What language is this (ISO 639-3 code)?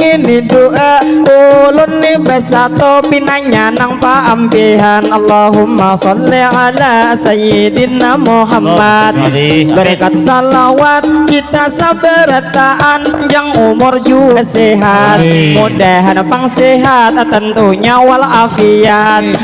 bjn